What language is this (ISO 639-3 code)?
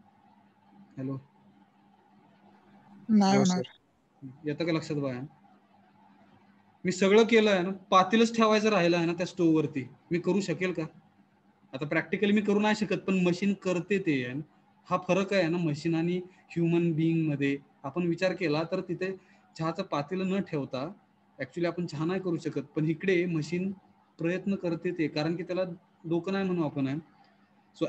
mar